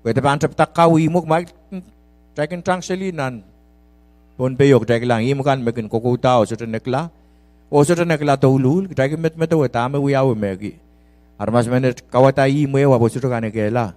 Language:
Pohnpeian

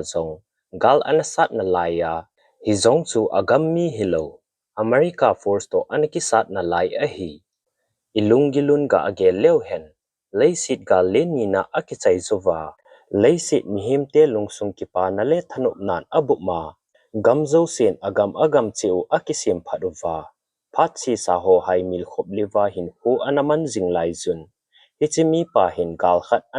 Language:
Thado Chin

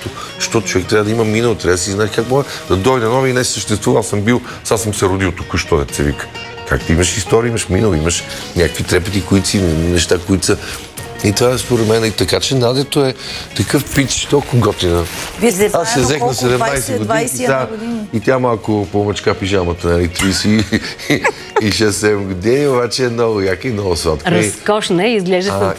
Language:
Bulgarian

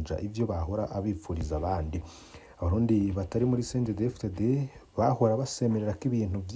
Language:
Rundi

